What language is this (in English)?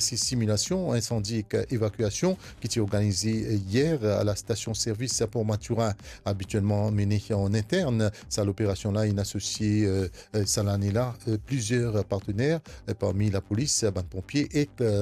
Morisyen